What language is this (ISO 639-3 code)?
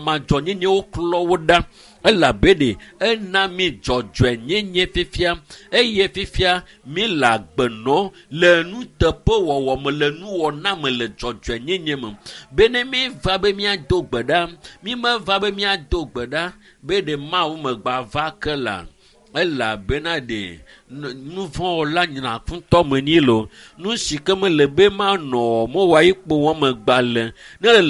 ewe